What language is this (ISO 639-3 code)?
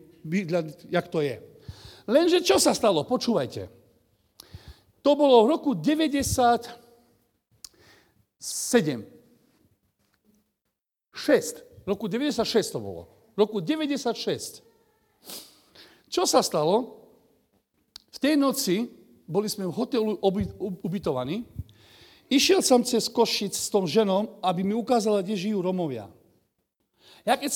slk